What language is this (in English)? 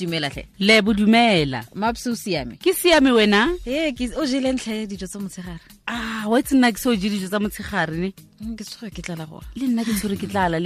Tswana